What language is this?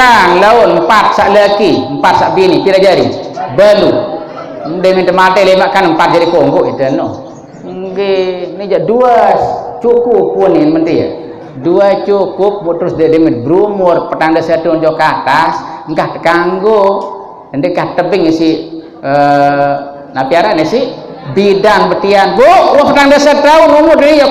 Sasak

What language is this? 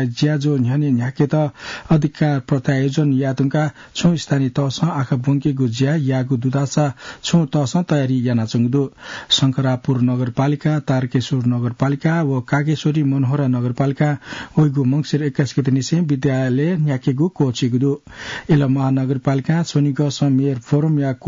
Newari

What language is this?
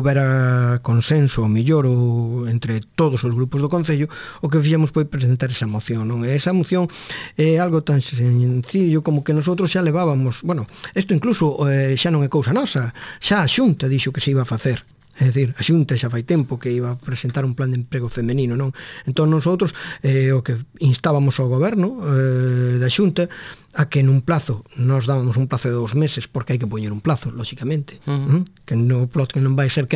Galician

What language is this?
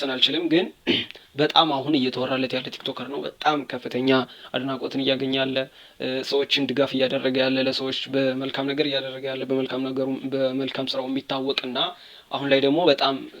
Amharic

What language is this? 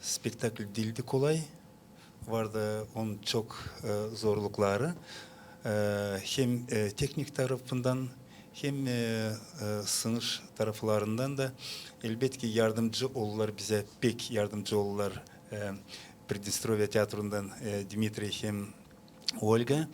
Gagauz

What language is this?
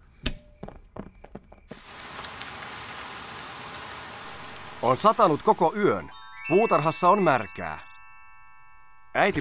Finnish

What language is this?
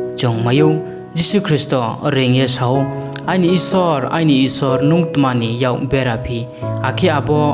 Riang (India)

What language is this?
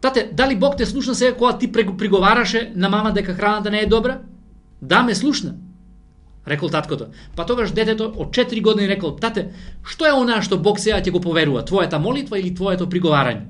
Macedonian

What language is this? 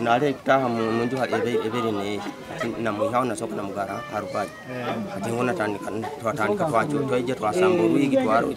Nyankole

